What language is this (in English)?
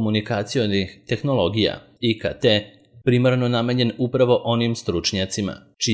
Serbian